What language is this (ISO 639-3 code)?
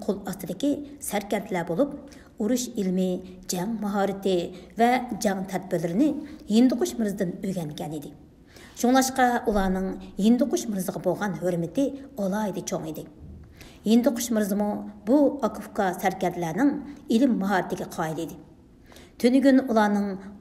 uig